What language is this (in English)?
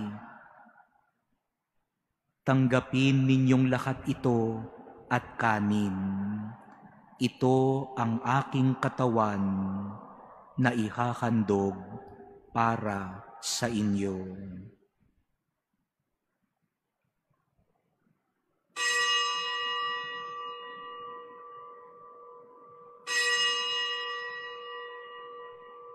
Filipino